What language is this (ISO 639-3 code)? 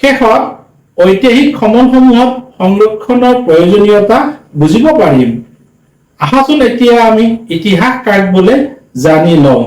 asm